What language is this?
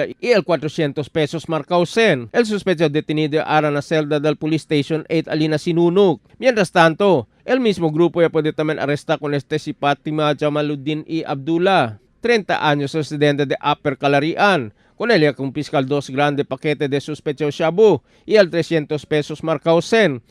Chavacano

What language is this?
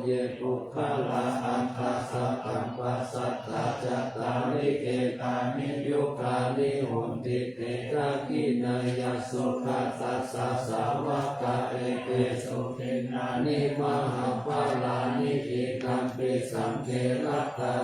Pali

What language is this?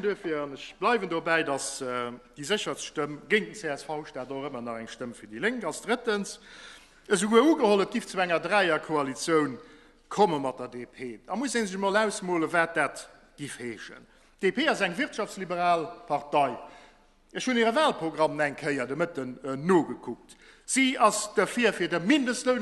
Luxembourgish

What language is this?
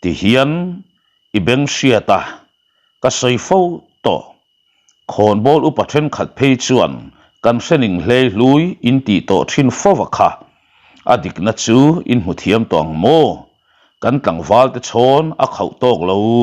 Mizo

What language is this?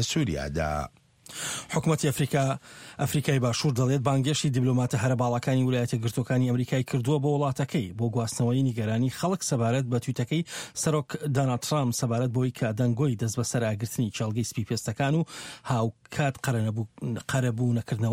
Central Kurdish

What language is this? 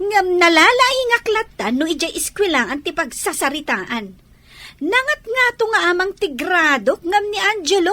Iloko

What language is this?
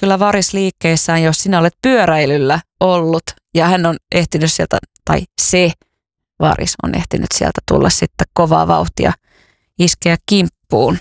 Finnish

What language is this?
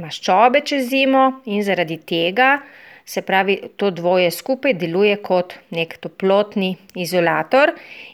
Slovenian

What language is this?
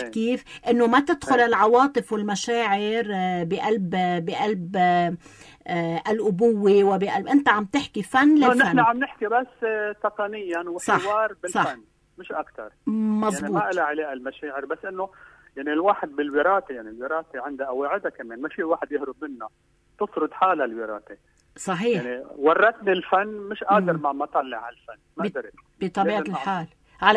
North Levantine Arabic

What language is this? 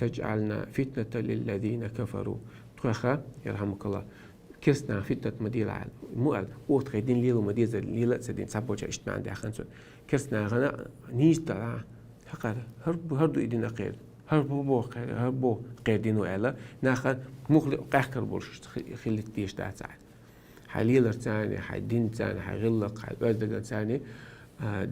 Chechen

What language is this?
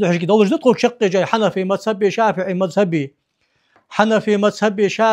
Ingush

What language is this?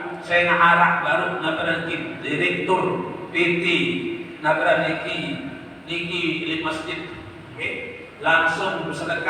Sasak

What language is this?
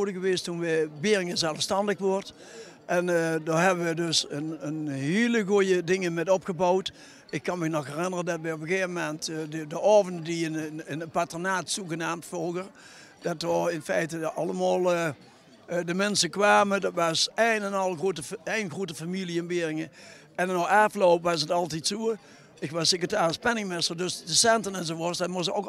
Limburgish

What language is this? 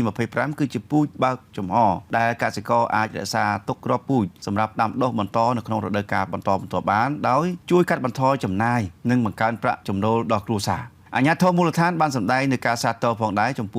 Khmer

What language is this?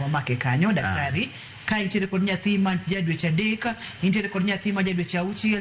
Luo (Kenya and Tanzania)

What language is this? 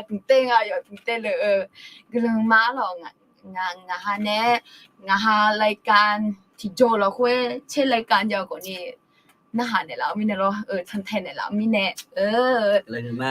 Akha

